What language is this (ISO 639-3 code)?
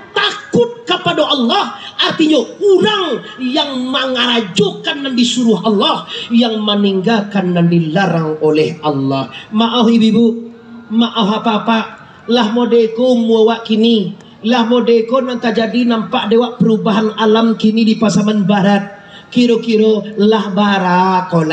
min